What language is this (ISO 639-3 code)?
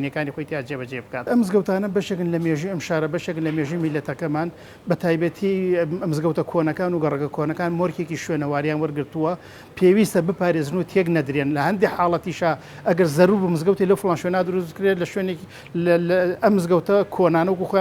ckb